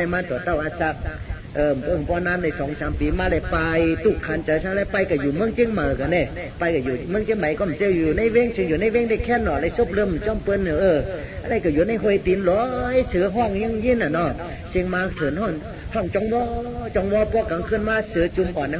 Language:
Shan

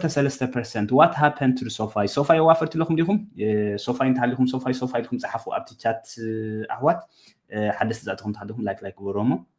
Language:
Tigrinya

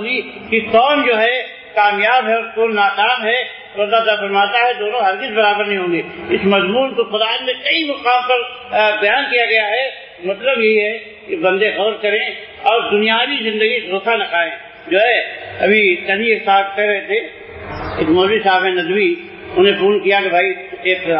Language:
Urdu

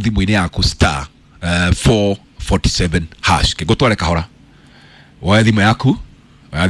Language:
Kikuyu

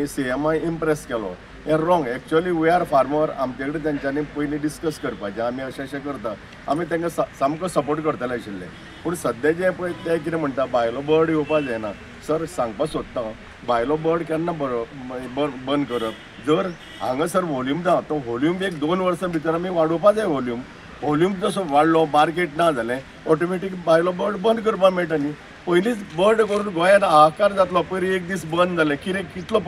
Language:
Konkani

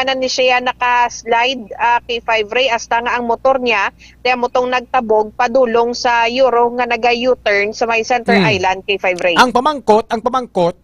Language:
Hiligaynon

